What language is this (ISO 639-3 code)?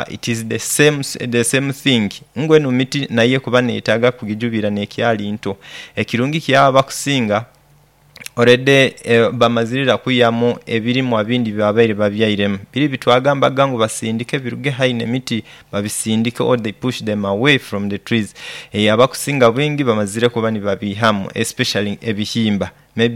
nyo